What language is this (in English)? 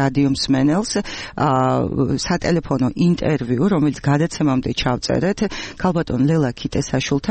Georgian